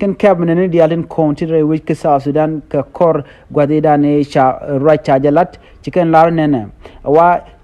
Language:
Nuer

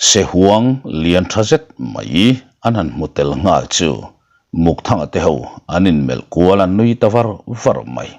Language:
Mizo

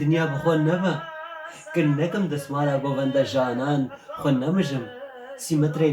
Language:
Kurdish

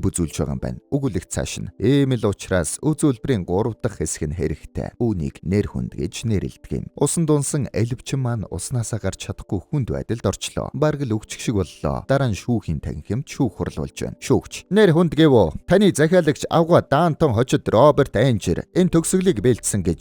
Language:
Mongolian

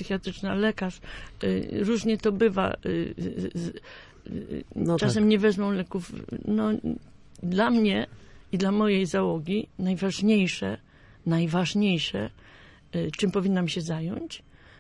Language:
Polish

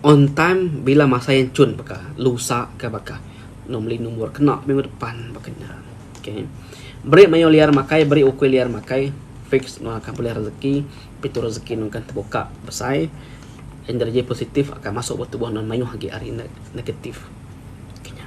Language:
Iban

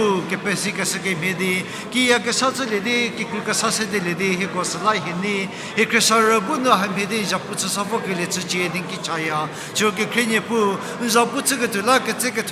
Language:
Angami Naga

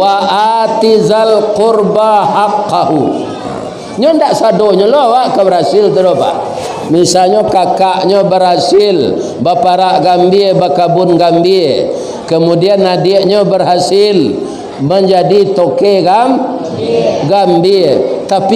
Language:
Minangkabau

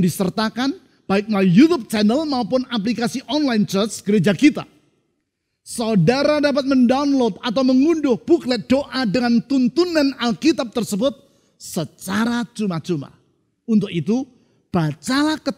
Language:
Indonesian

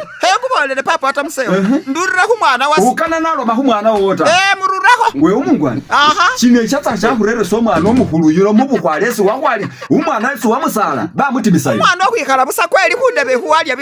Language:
Masaaba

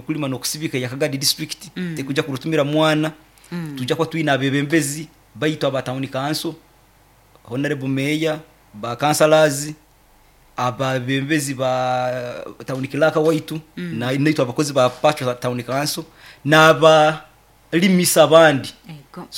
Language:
Nyoro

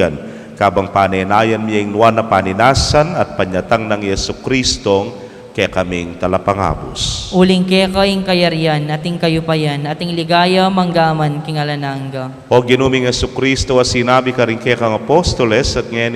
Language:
Pampanga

